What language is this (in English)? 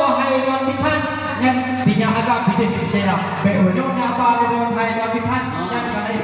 Achinese